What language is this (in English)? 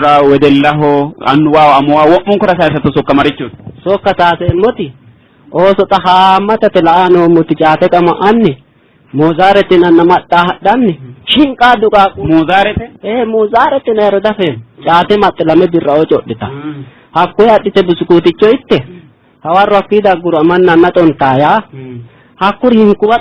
Sidamo